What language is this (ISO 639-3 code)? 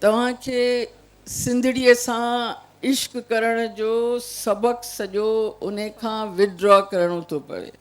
snd